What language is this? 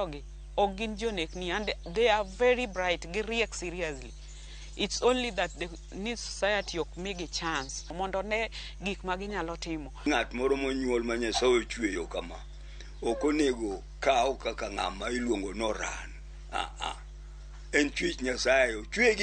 Luo (Kenya and Tanzania)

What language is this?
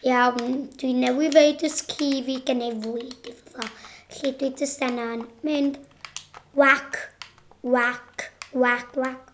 Welsh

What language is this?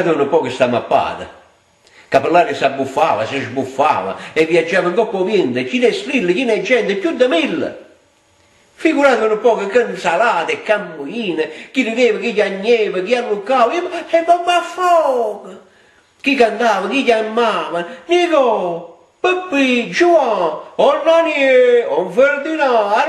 Neapolitan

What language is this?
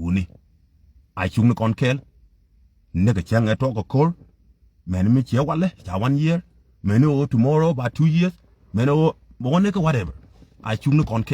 Nuer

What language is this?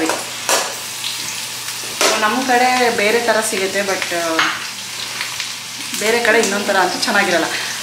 Kannada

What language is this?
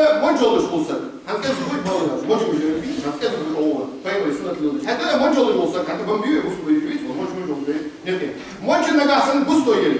Ingush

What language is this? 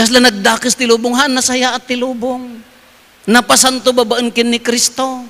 Iloko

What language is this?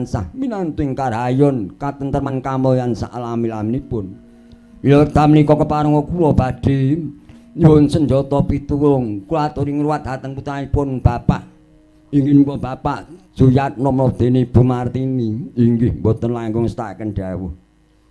Javanese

